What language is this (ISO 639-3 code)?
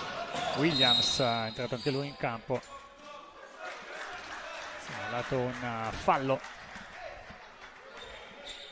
ita